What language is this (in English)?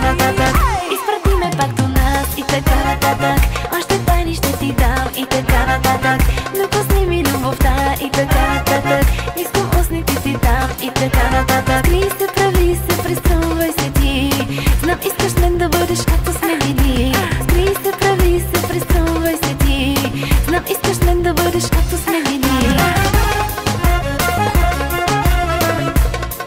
Bulgarian